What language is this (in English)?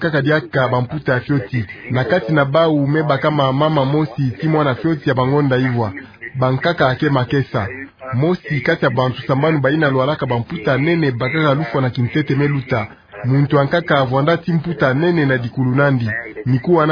Kituba (Democratic Republic of Congo)